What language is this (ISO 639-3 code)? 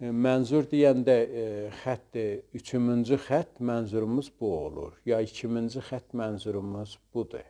azb